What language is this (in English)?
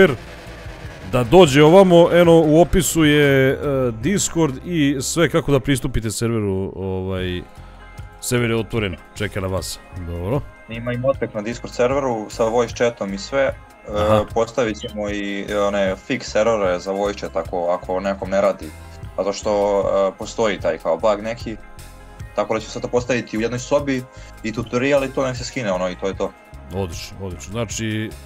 Croatian